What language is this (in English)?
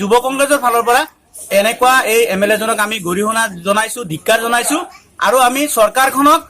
Assamese